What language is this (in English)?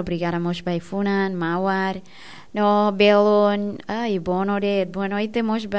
Tetum